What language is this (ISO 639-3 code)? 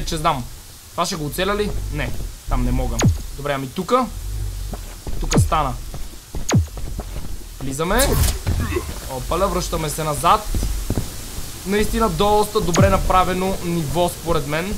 bul